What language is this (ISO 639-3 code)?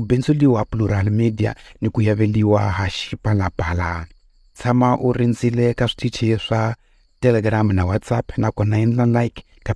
tso